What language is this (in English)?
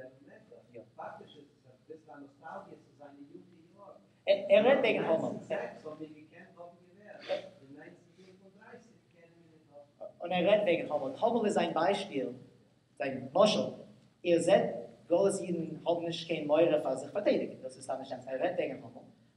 Yiddish